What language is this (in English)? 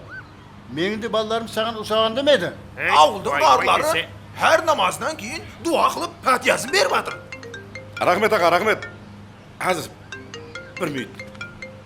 Kara-Kalpak